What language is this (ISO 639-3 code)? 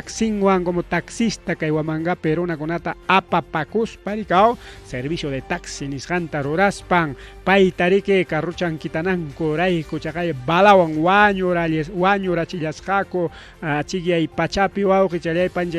quy